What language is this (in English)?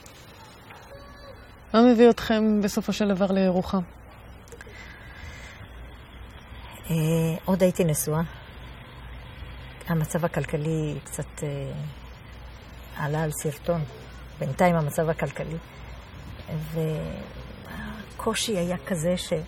Hebrew